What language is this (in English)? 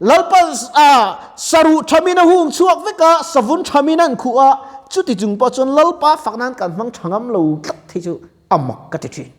Mizo